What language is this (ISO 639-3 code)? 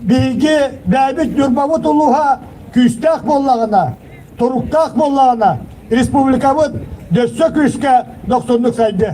sah